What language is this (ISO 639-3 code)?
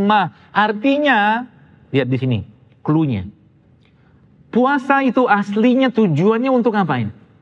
ind